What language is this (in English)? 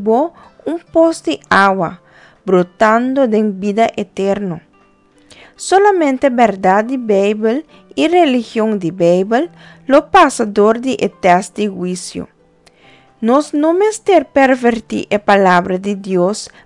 Papiamento